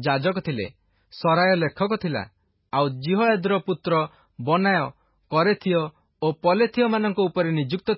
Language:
Odia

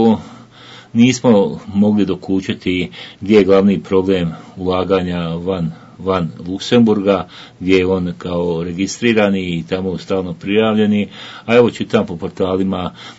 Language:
Bosnian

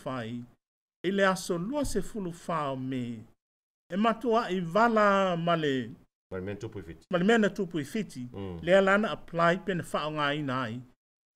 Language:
Samoan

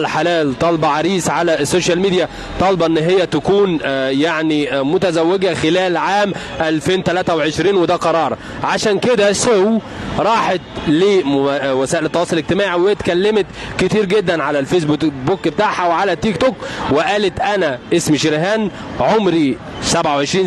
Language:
Egyptian Arabic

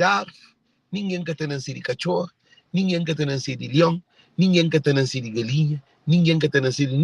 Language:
Kabuverdianu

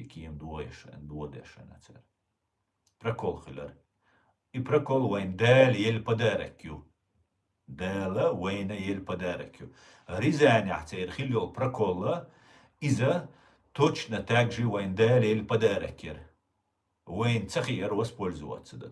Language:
Chechen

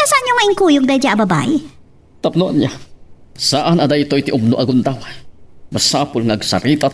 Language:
Iloko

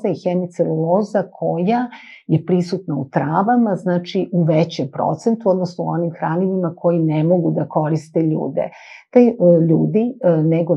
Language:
Serbian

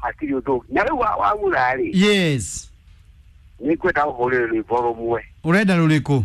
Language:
Kikuyu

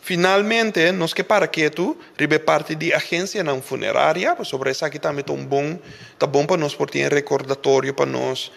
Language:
Papiamento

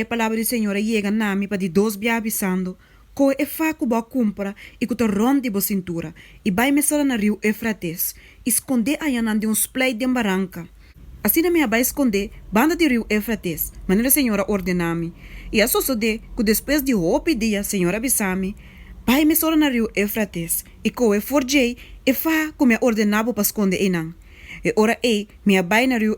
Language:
Papiamento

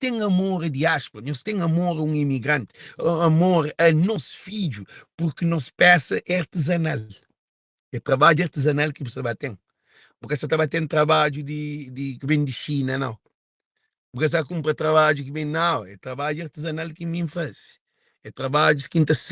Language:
Kabuverdianu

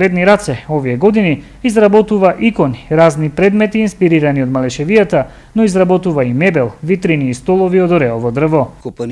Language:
Macedonian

